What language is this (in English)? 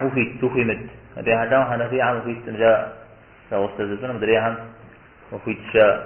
Kabardian